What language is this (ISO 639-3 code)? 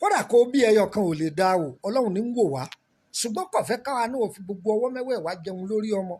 yor